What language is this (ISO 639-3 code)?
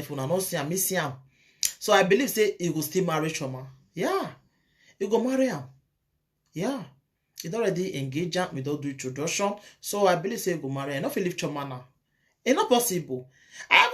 pcm